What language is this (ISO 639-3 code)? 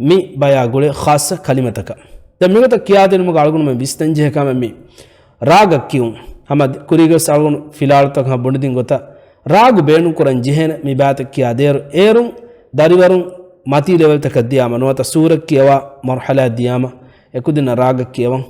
div